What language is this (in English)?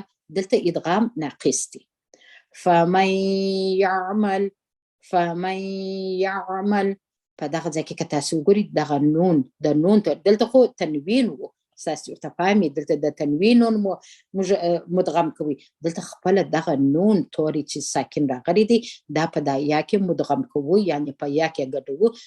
Pashto